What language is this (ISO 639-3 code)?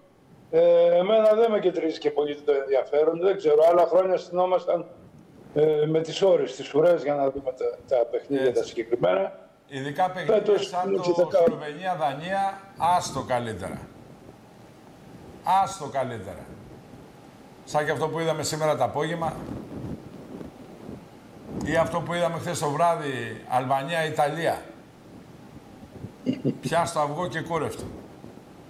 ell